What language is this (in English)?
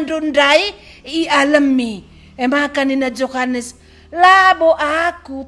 Batak Karo